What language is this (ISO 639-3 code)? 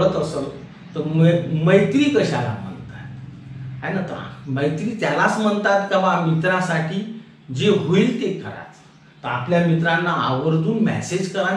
mar